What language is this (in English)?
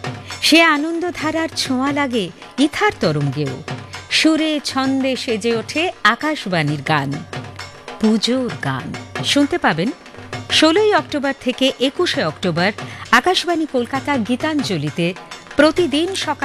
Bangla